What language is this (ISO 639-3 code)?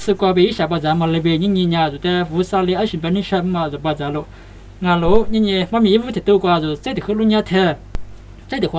lis